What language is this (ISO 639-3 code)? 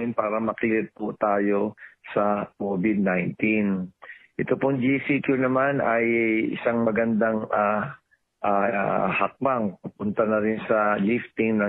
fil